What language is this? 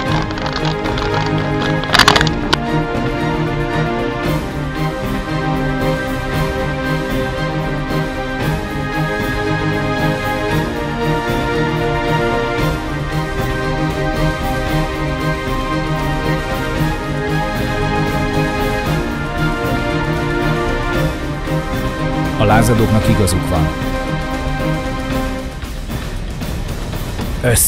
Hungarian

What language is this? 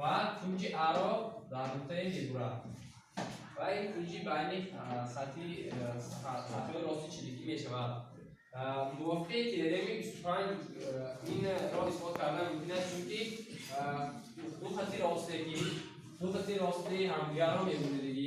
Tajik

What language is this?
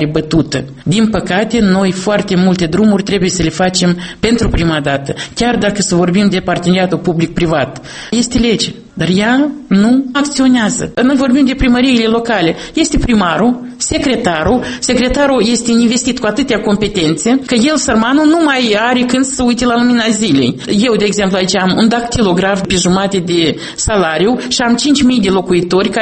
Romanian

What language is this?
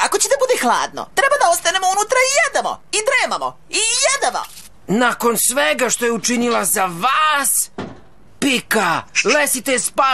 Serbian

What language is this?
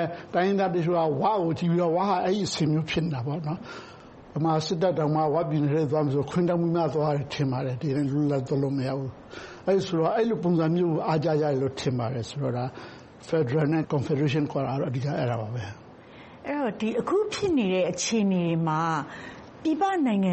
Burmese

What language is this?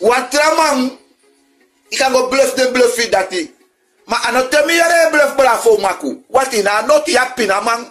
Sranan Tongo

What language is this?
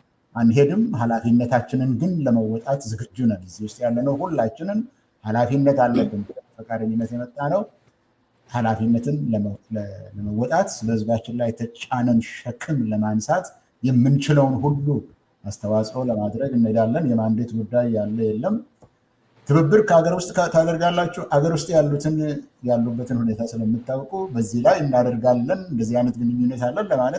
Amharic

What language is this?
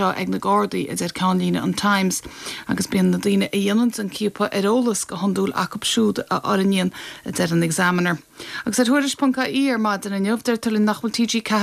Irish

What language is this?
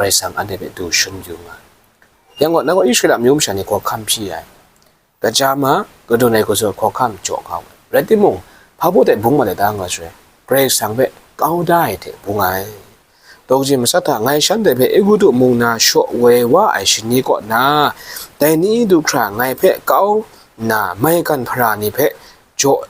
Kachin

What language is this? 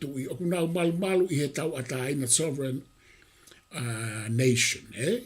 Tongan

